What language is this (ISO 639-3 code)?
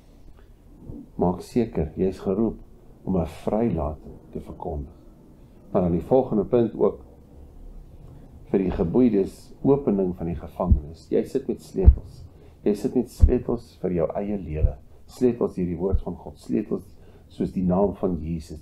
afr